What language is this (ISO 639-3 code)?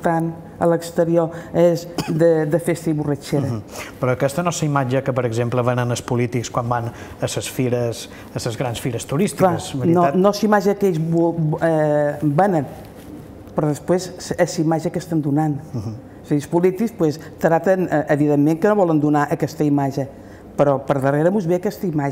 cat